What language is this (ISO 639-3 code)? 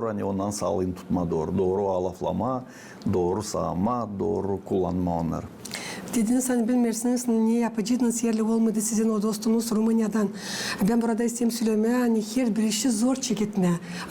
gag